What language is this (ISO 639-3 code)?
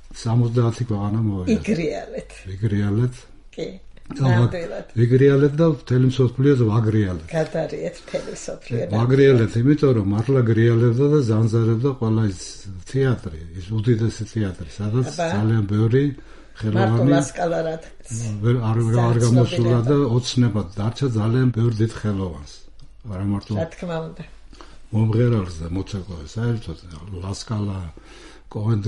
kat